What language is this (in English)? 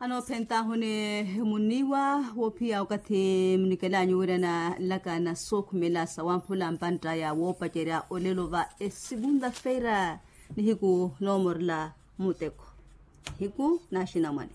Makhuwa